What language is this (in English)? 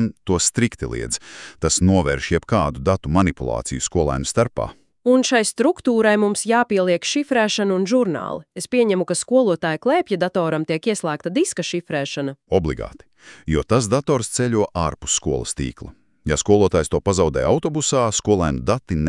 Latvian